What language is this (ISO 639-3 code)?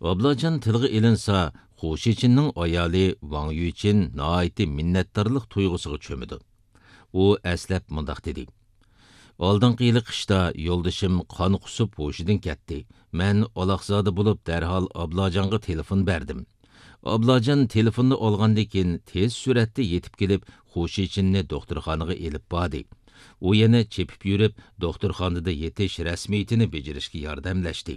uig